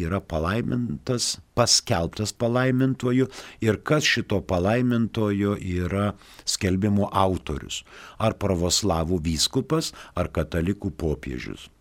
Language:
Lithuanian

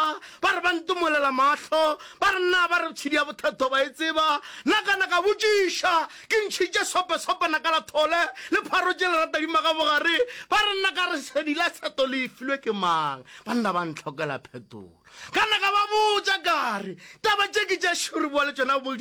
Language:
Northern Sotho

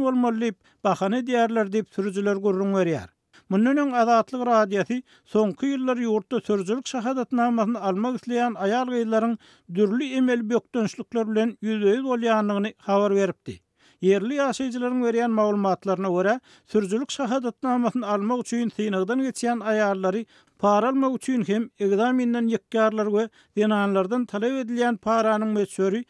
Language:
Turkmen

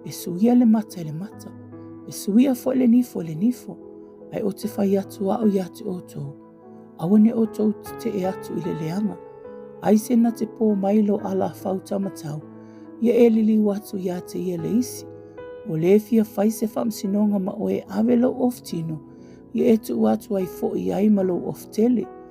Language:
Samoan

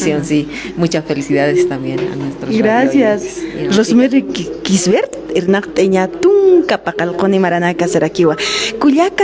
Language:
Aymara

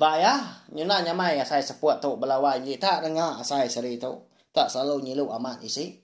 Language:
Iban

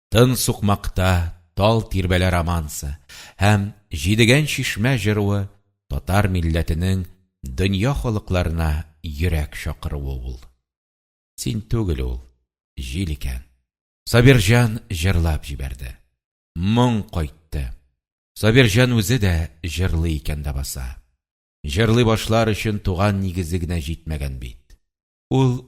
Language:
Tatar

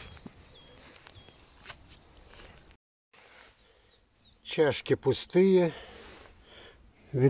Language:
Russian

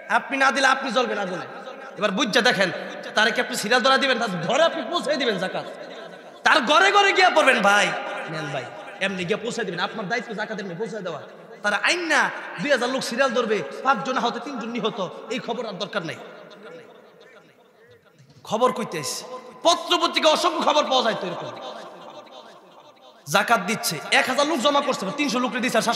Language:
Bangla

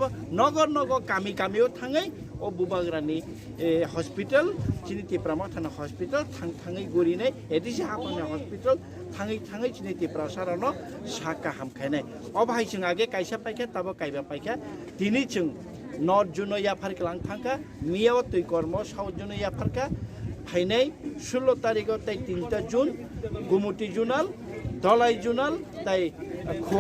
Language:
Kok Borok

